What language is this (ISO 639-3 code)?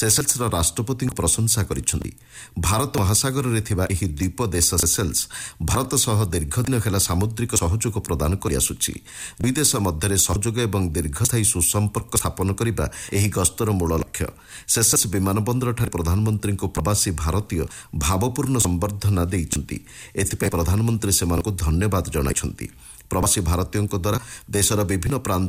ori